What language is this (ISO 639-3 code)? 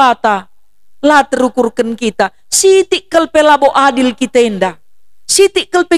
btx